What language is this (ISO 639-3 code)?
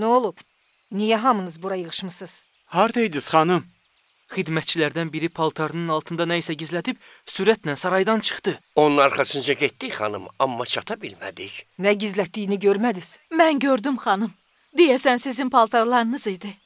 aze